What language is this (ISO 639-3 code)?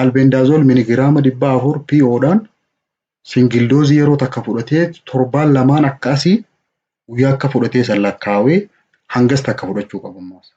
orm